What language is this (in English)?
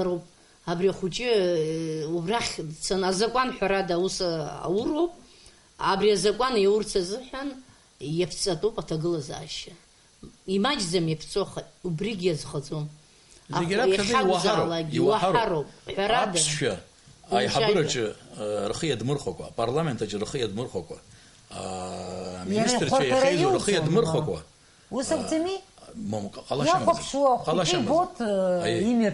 Abkhazian